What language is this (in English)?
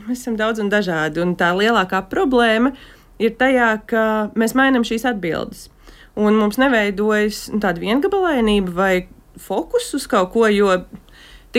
Latvian